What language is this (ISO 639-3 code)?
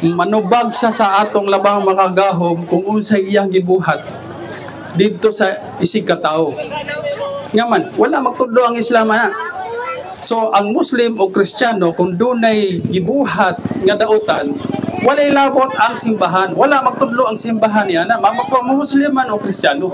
ceb